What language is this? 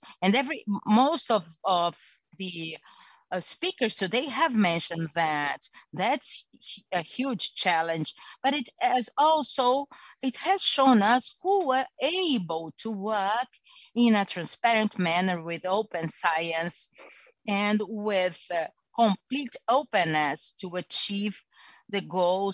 English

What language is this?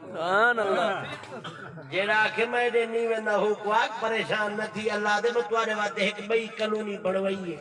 Saraiki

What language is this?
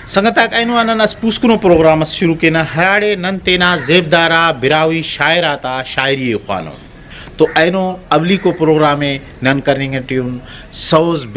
Brahui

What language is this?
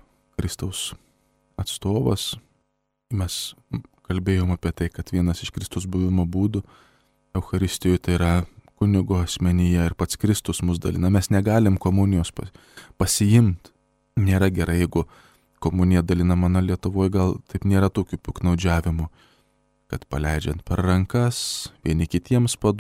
Lithuanian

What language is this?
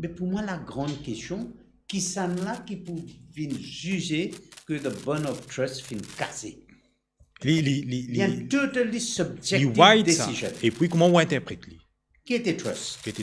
Morisyen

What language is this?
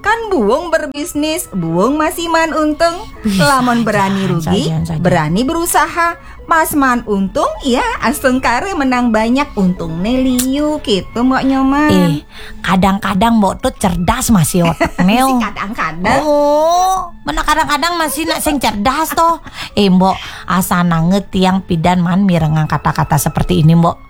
Balinese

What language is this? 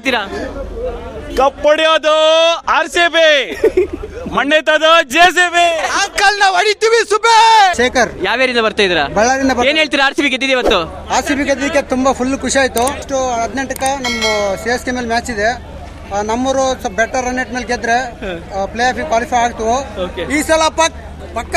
Kannada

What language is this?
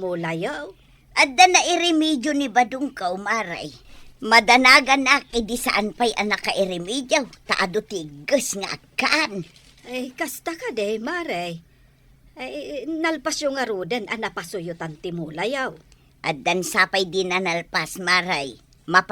Iloko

